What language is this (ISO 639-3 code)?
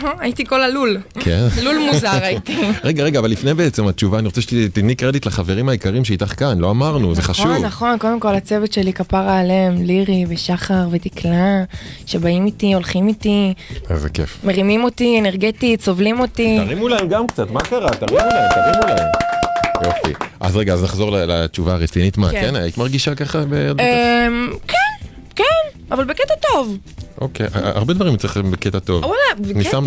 heb